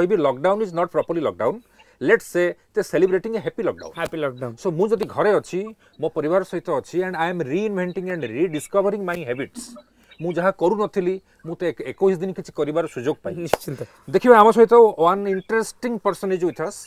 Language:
Odia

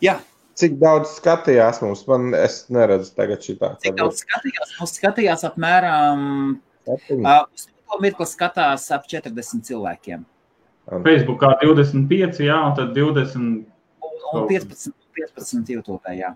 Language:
Latvian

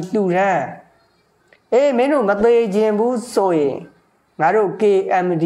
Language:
Burmese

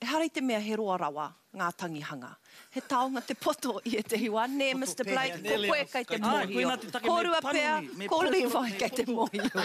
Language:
Māori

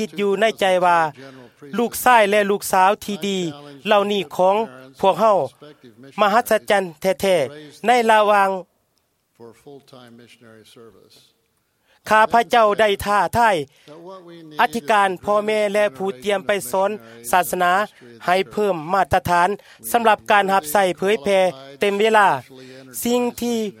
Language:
Thai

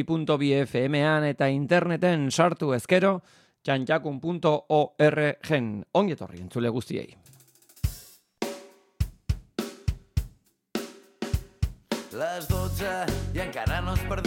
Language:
Basque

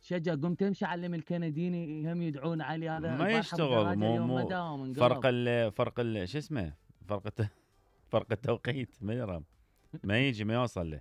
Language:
Mesopotamian Arabic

